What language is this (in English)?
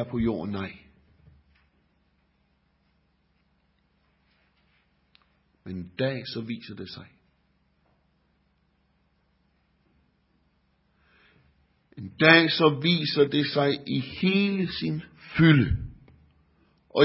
Danish